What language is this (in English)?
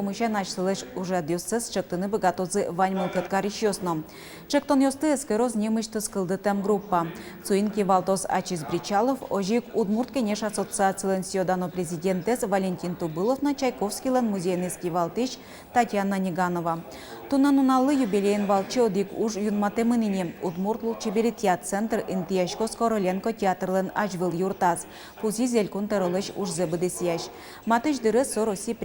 Udmurt